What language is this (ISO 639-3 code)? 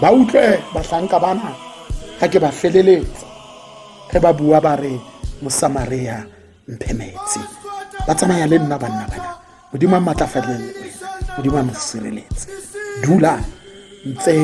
tsn